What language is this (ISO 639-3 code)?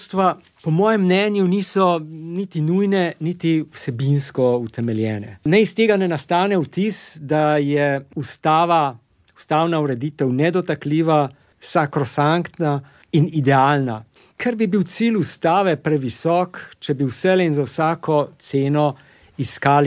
slv